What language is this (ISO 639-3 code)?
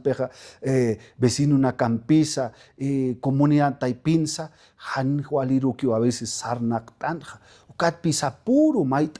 aym